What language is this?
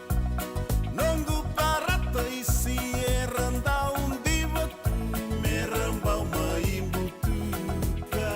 Fijian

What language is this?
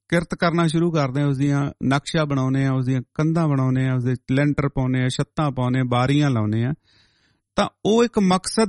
Punjabi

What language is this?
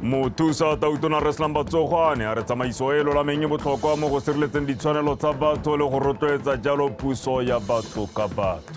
Tswana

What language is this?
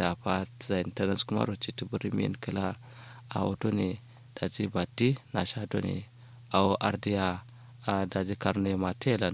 Kanuri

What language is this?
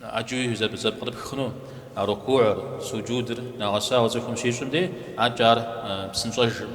Kabardian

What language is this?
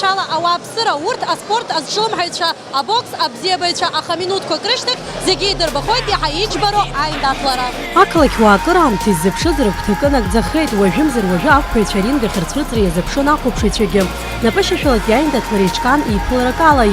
Abkhazian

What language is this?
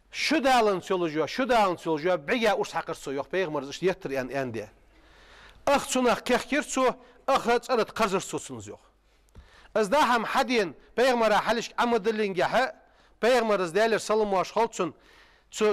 Ingush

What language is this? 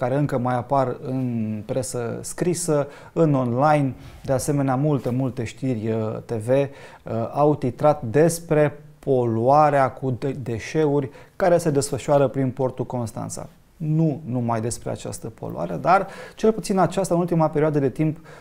Romanian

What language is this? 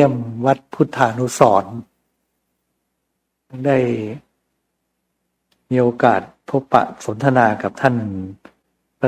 Thai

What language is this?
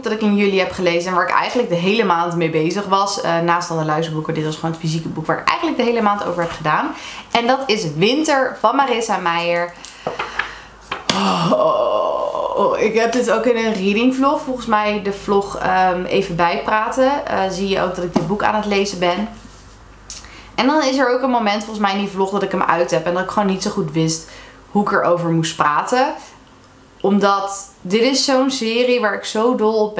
Dutch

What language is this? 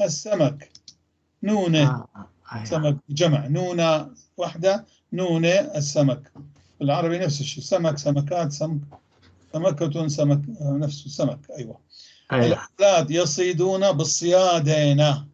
North Levantine Arabic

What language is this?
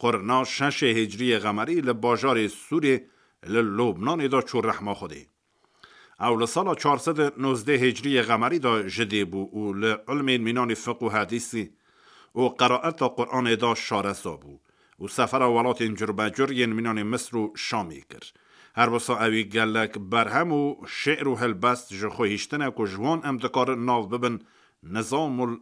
Kurdish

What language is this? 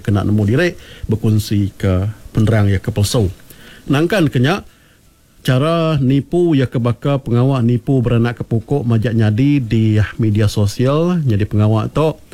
Iban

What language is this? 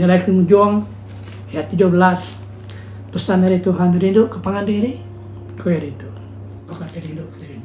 Iban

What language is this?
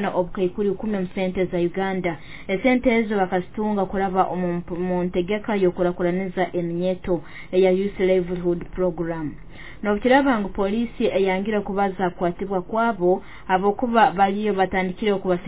Nyoro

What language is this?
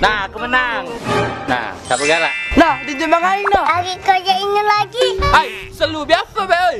Musi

